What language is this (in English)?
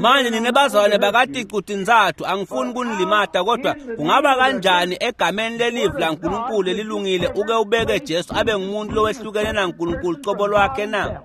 Swati